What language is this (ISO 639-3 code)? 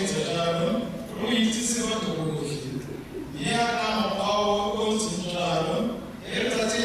tsn